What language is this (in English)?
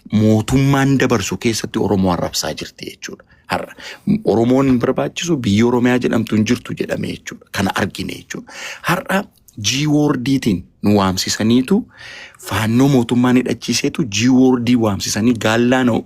Oromo